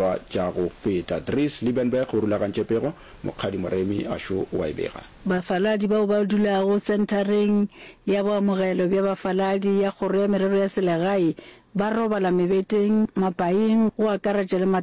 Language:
Northern Sotho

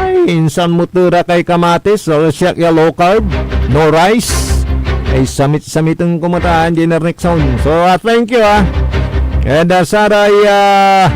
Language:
Pangasinan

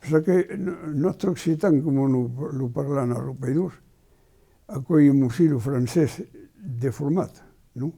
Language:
Occitan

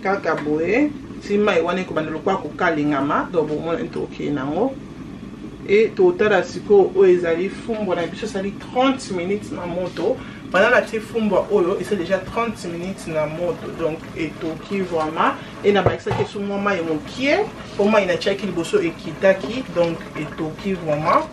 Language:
Lingala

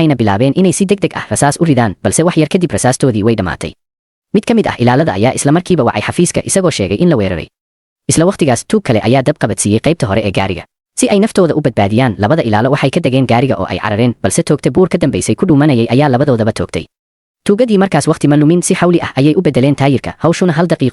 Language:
Somali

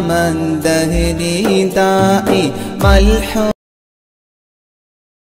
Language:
Malayalam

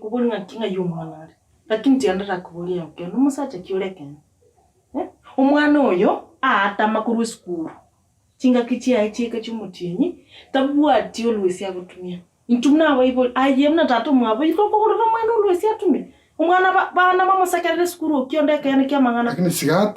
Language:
Gusii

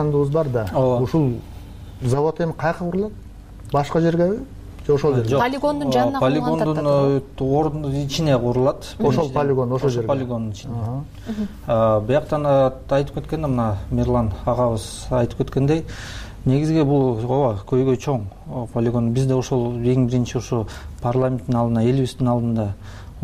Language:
Kyrgyz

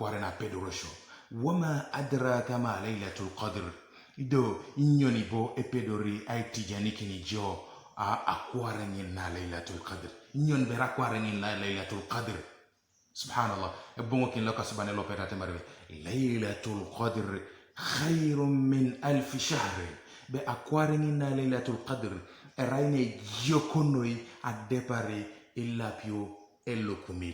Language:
Teso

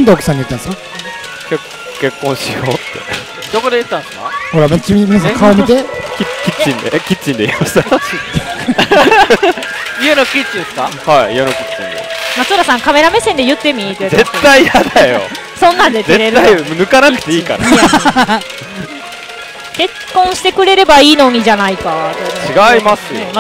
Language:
Japanese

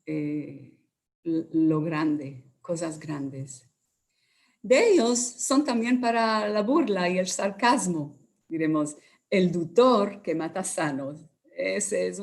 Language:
Ladino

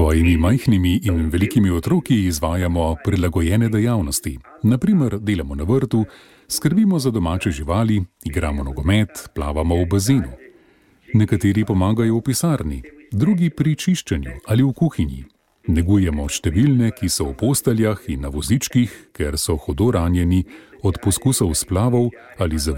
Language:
Slovenian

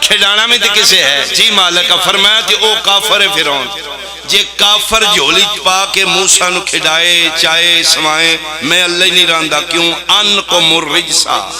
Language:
Pahari-Potwari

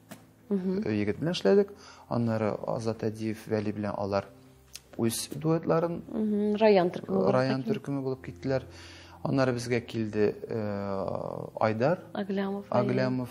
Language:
Tatar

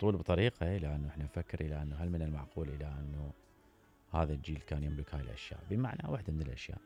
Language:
Mesopotamian Arabic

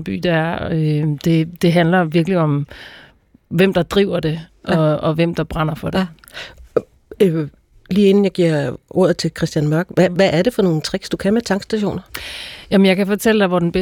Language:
Danish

